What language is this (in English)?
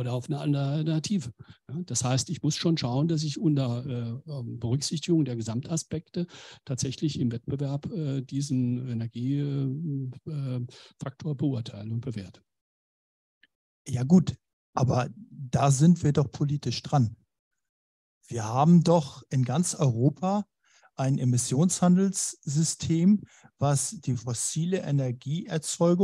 German